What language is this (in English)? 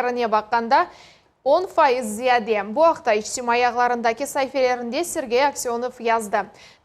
Crimean Tatar